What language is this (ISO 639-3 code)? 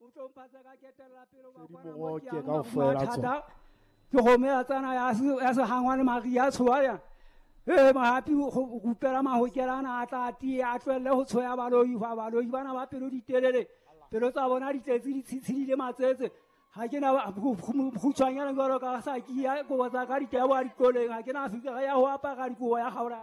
sot